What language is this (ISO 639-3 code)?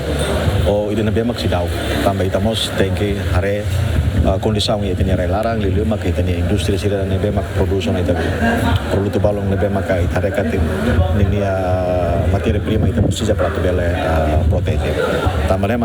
tet